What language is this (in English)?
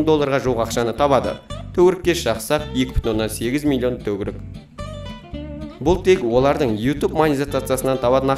Kazakh